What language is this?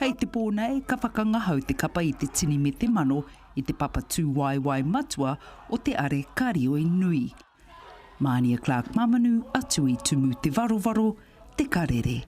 Māori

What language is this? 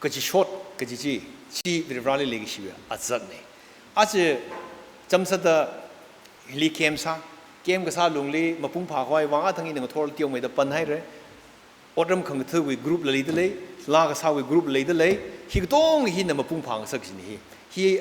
Tangkhul Naga (India)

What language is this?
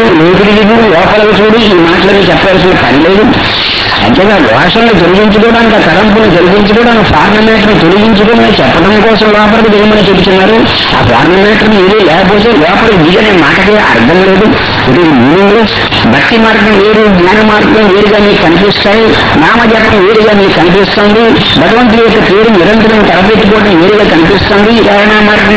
Telugu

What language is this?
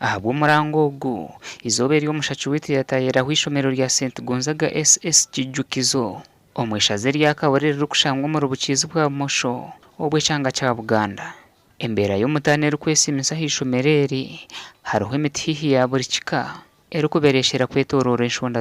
Nyankole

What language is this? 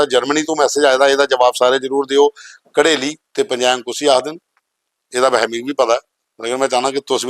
Dogri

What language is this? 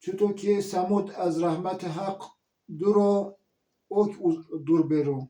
Zaza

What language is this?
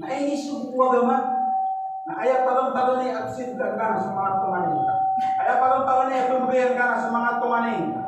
Maranao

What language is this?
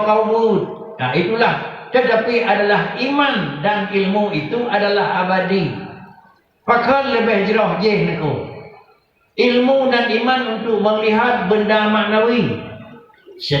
Achinese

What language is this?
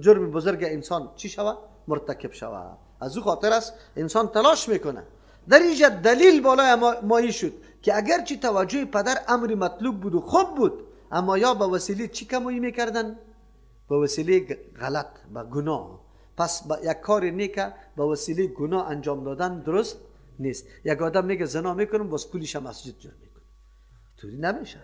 Persian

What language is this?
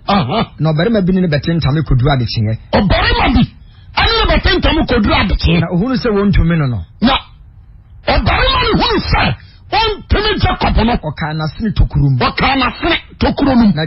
Akan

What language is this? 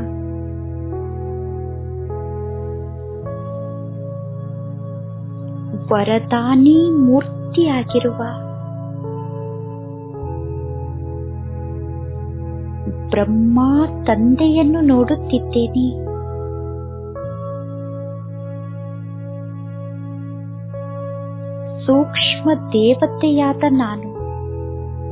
Kannada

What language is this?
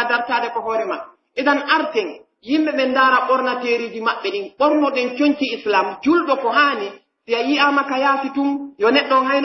Pular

